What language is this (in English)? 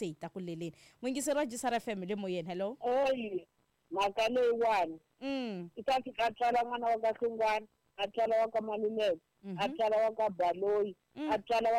Tsonga